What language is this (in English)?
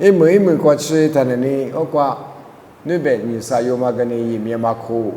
Lisu